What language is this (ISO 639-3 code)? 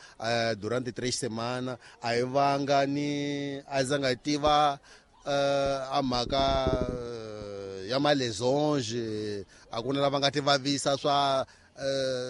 tso